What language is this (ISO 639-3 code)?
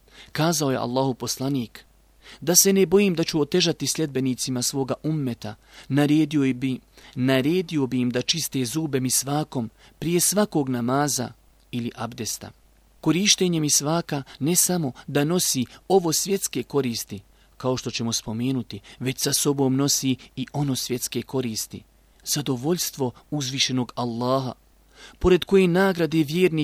bos